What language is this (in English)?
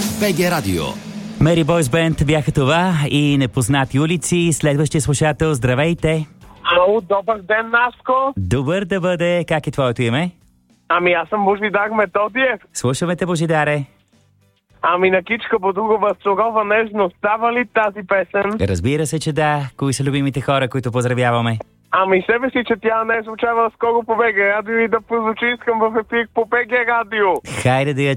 Bulgarian